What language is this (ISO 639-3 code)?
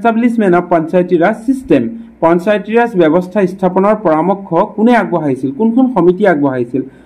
asm